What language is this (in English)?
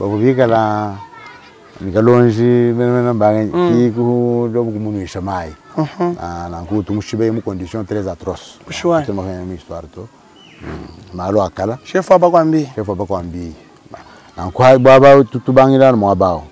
Luba-Lulua